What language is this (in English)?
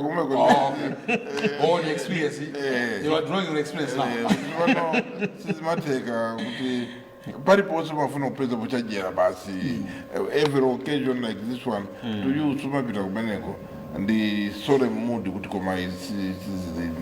Nyanja